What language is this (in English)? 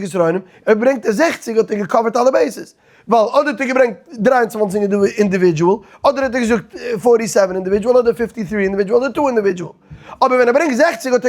Yiddish